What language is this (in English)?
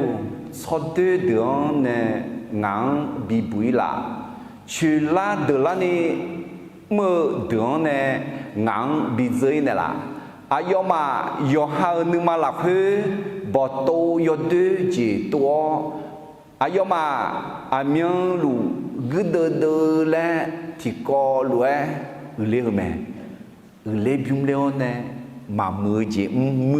Akha